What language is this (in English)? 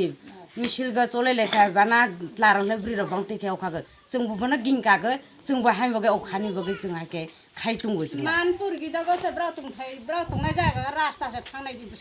Kok Borok